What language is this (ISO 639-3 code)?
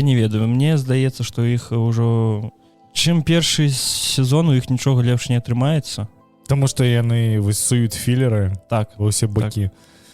bel